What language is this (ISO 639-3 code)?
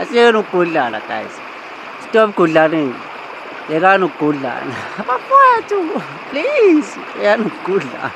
zul